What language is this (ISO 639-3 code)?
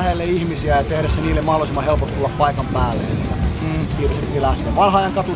fin